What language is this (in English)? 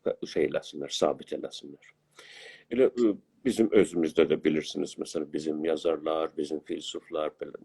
South Azerbaijani